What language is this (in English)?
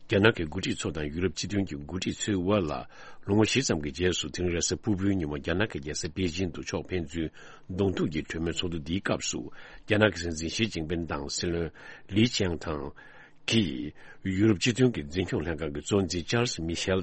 Tibetan